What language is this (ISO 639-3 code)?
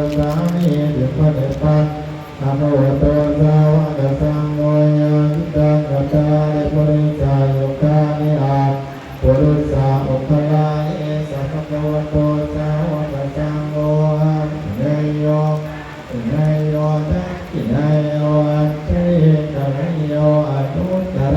pli